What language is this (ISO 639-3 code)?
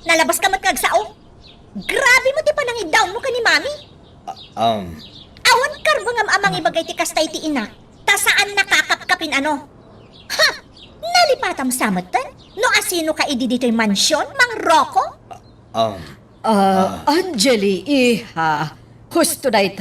ilo